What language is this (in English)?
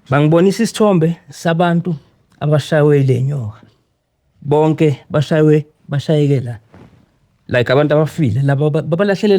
Zulu